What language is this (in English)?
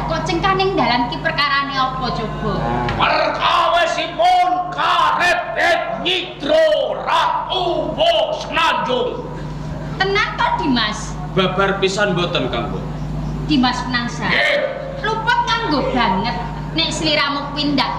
Javanese